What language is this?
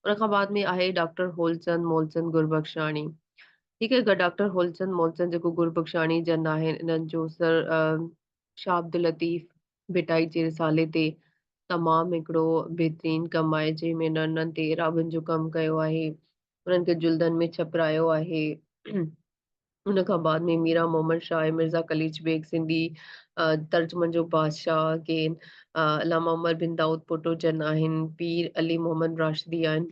Sindhi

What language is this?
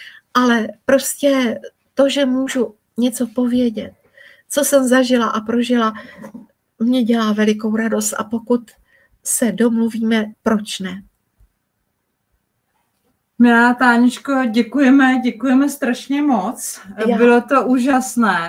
Czech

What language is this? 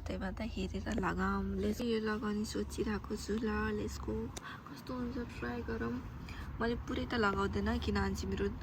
Nepali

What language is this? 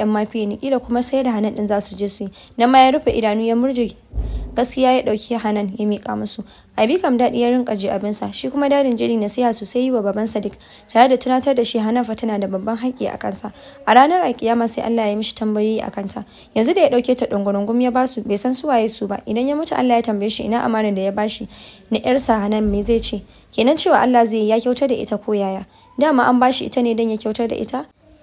Hausa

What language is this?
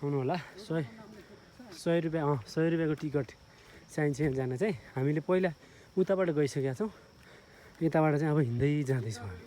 Nepali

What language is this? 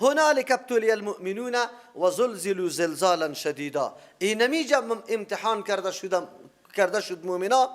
Persian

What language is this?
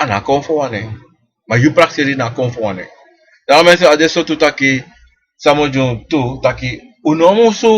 Sranan Tongo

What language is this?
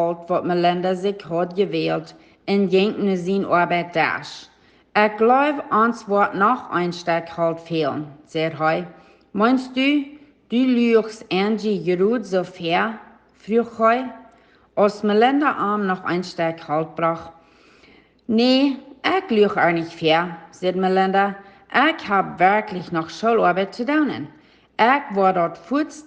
Plautdietsch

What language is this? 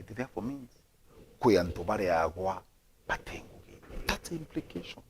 Meru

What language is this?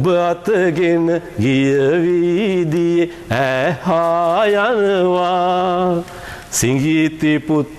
Sinhala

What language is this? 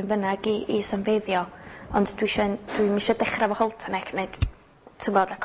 Welsh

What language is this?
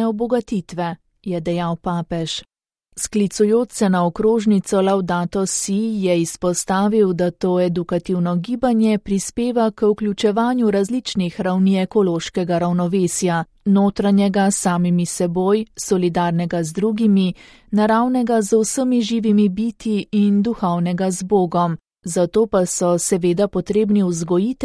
Slovenian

